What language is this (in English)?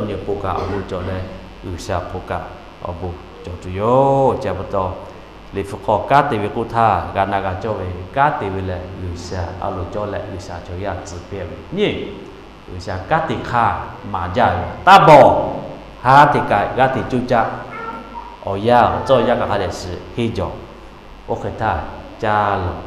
Lahu